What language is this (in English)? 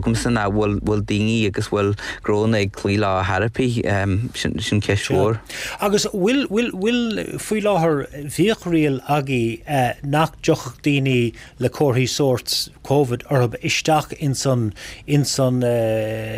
Irish